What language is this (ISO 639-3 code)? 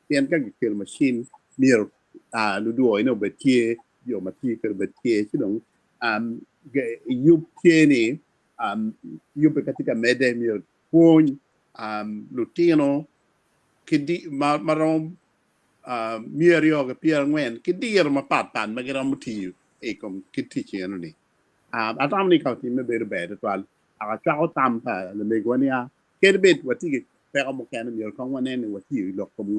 ach